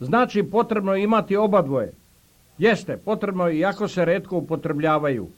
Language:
Serbian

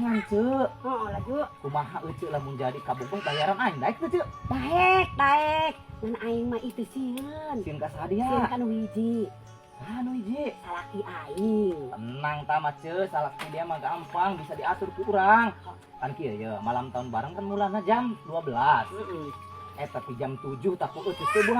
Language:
Sundanese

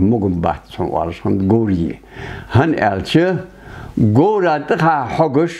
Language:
Ingush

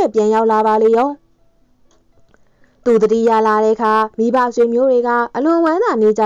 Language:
Burmese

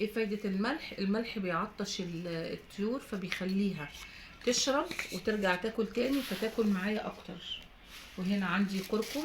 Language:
Egyptian Arabic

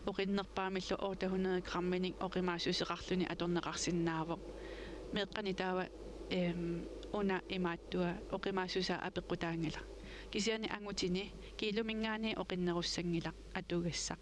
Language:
Kalaallisut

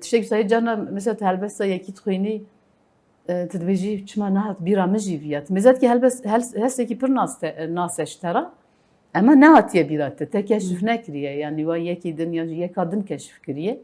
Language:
Kurdish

